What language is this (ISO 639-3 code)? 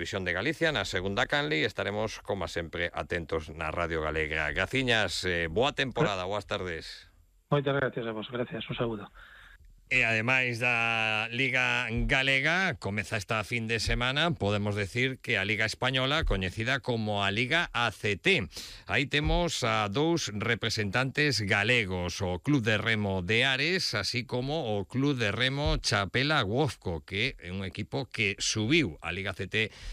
glg